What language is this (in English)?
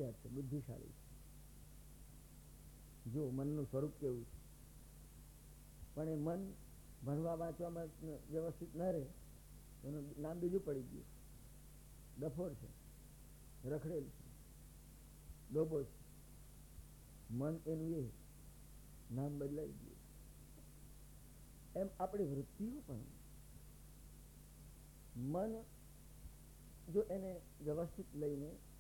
Gujarati